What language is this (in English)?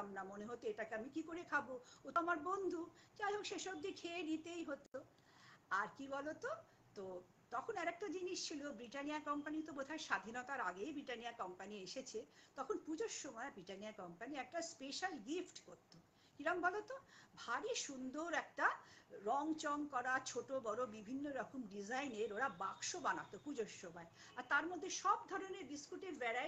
Bangla